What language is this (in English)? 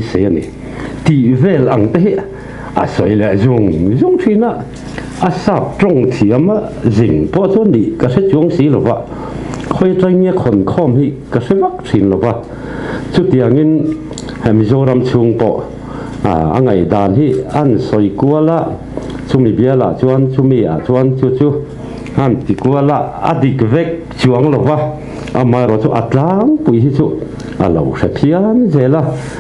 Mizo